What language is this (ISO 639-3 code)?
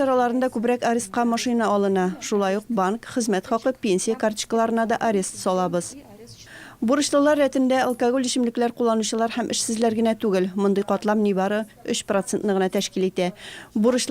tat